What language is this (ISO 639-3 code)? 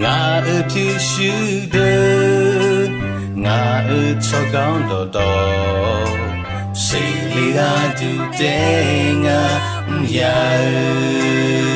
ahk